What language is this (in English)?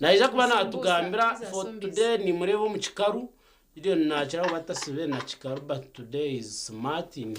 Nyankole